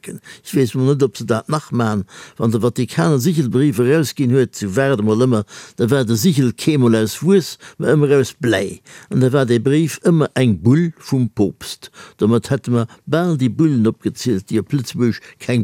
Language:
Luxembourgish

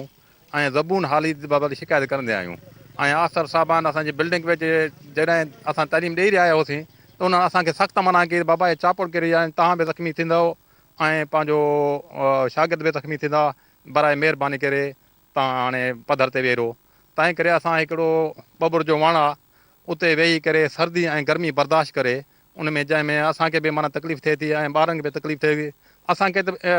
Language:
Sindhi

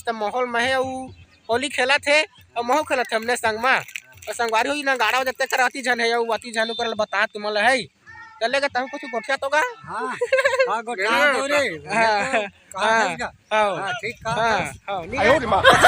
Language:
Chhattisgarhi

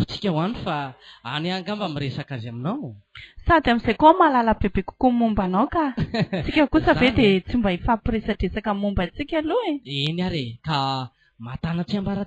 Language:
Malagasy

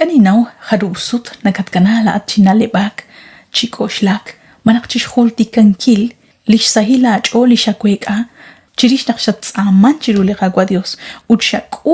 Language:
Kekchí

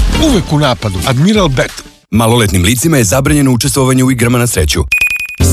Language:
Serbian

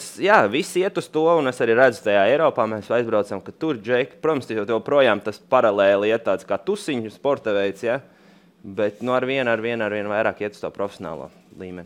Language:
Latvian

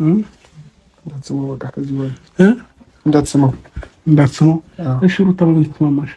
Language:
Amharic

